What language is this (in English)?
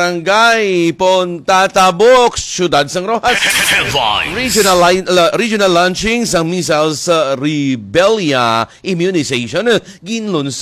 Hiligaynon